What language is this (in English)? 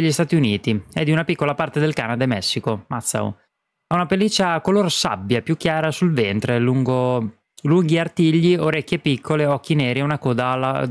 Italian